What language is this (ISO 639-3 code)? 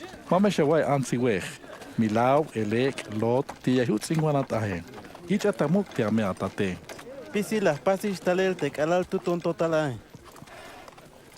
tzh